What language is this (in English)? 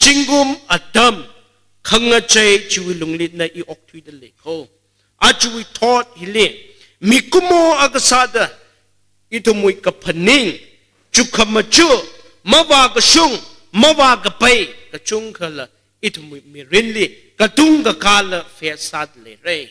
Tangkhul Naga (India)